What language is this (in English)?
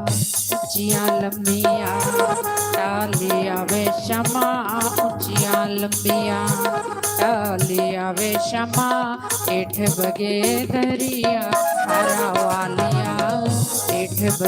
Dogri